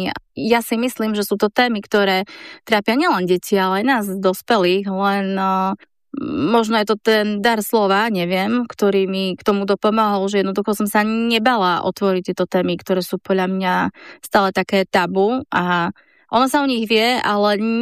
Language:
Slovak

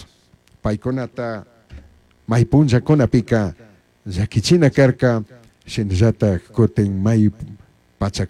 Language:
Chimborazo Highland Quichua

